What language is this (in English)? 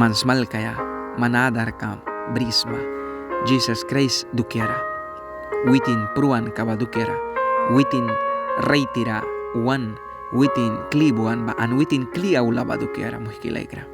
Mískito